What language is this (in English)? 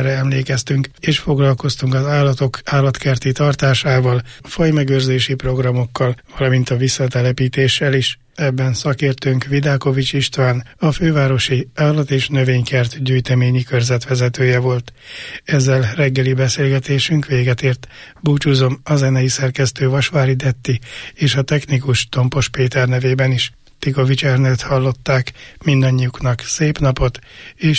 Hungarian